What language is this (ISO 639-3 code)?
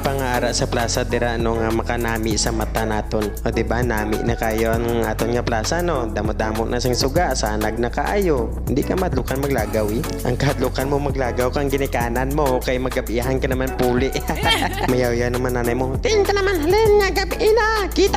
hil